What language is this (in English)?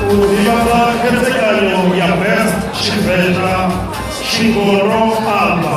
Venda